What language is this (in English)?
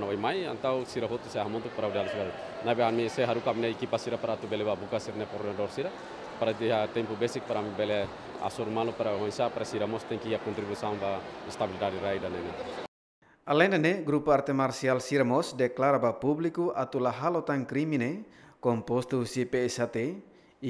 Tetum